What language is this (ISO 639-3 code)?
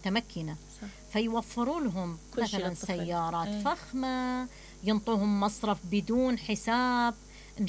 acm